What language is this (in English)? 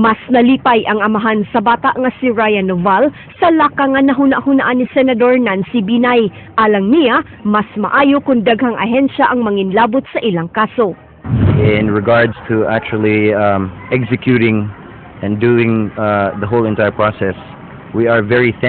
Cebuano